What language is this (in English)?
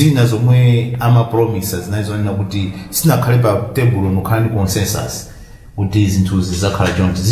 Nyanja